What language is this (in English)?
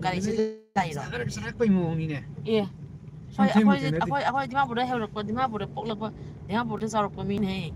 Manipuri